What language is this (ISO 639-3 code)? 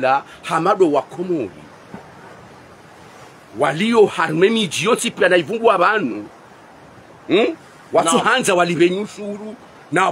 swa